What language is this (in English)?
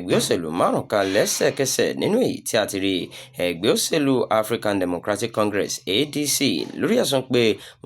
Yoruba